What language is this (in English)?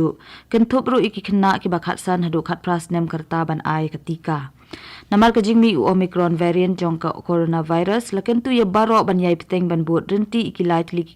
Khasi